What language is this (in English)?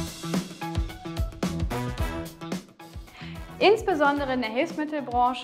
German